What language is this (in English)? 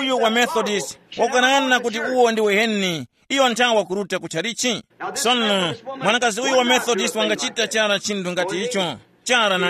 Tumbuka